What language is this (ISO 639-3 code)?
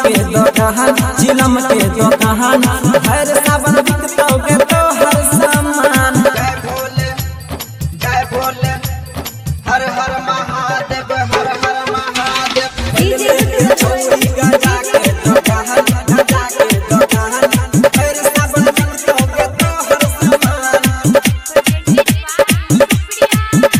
bho